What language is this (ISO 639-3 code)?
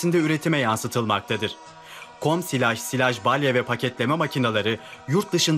tur